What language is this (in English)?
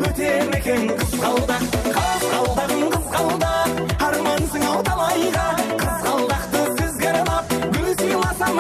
Kara-Kalpak